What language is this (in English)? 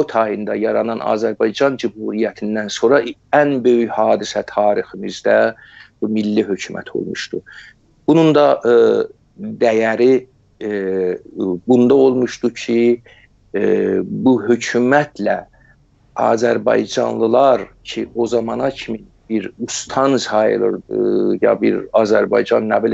South Azerbaijani